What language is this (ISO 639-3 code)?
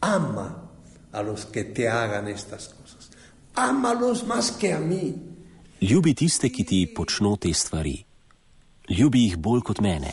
slv